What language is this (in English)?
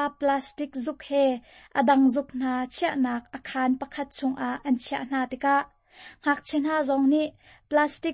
Hakha Chin